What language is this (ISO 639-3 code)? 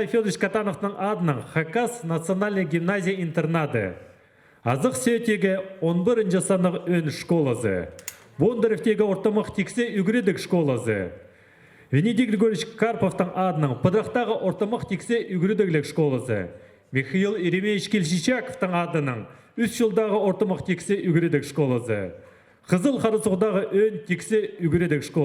kjh